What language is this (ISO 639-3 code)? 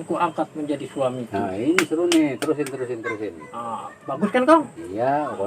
bew